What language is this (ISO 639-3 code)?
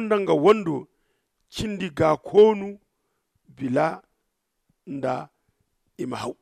dje